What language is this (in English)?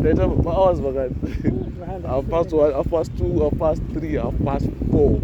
Shona